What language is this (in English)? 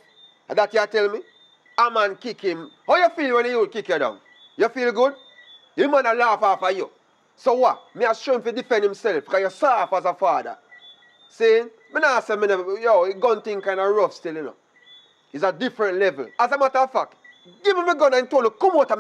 Jamaican Creole English